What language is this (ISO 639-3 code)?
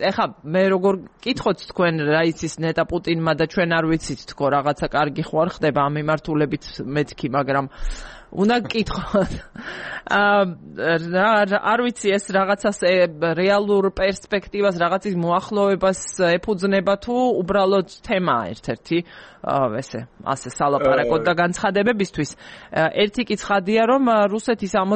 kat